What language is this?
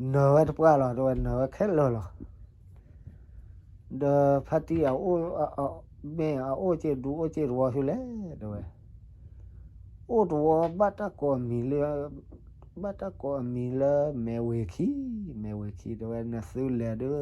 S'gaw Karen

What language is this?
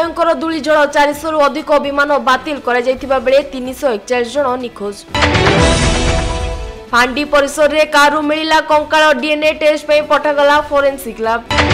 Odia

